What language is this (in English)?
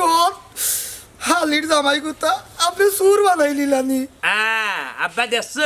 Sylheti